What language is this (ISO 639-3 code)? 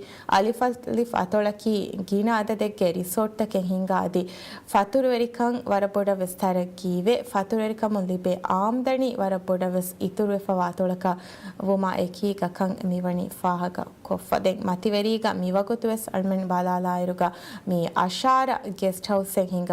div